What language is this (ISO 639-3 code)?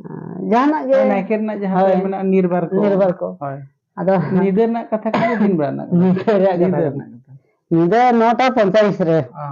sat